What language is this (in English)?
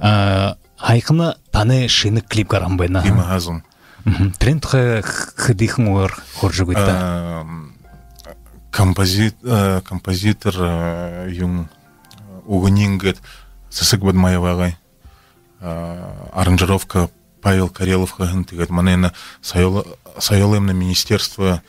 Buriat